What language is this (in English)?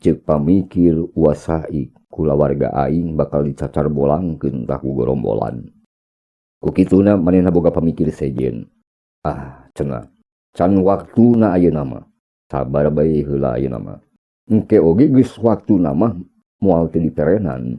Sundanese